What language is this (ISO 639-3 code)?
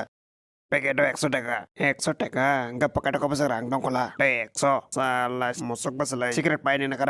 trp